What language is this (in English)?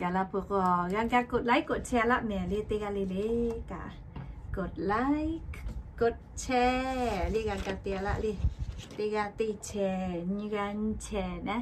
Lahu